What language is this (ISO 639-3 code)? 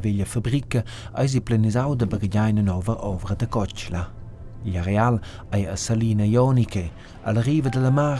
roh